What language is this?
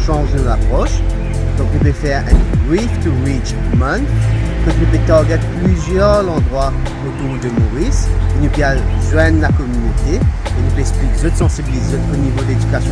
Morisyen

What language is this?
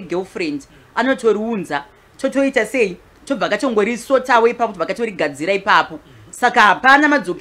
Shona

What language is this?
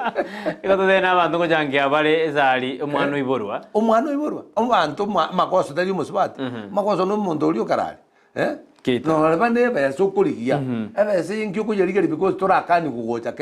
Gusii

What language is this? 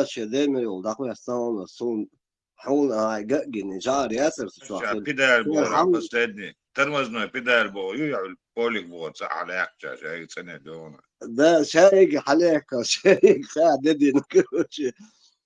Chechen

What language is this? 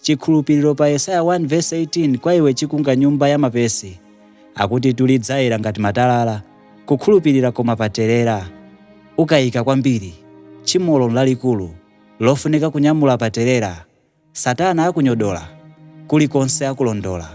Nyanja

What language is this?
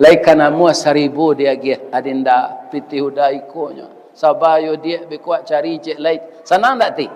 Minangkabau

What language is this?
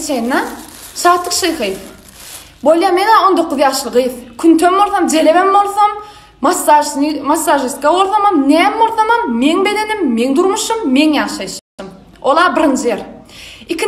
Turkmen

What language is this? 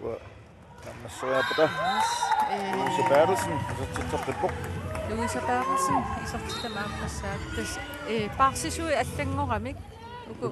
Kalaallisut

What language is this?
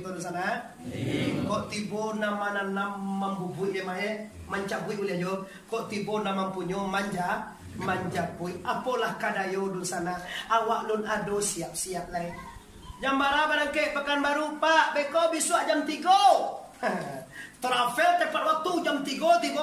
Minangkabau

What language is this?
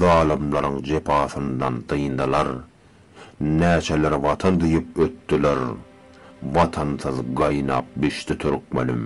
Turkmen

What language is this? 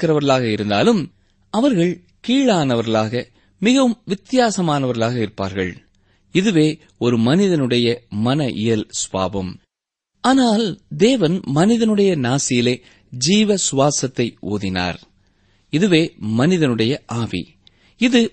Tamil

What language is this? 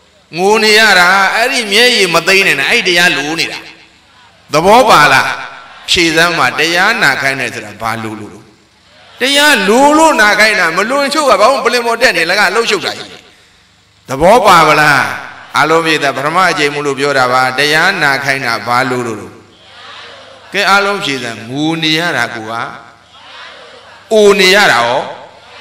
Burmese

